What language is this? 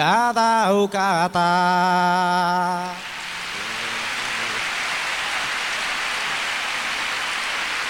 Basque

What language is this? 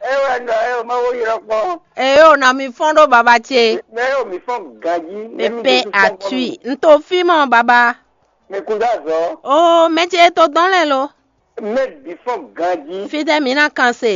Fon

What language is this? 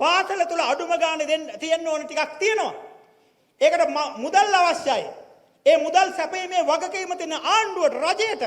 Sinhala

